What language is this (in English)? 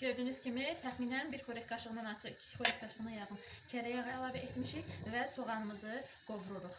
Azerbaijani